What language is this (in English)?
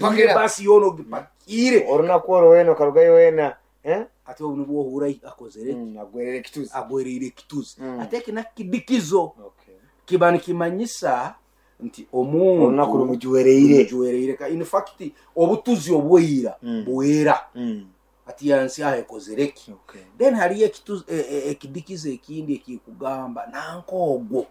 Nyankole